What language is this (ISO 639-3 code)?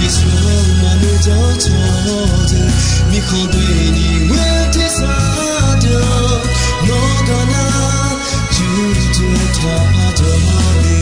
ahk